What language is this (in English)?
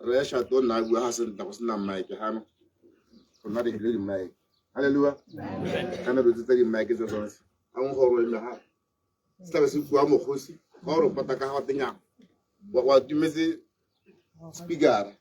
Tswana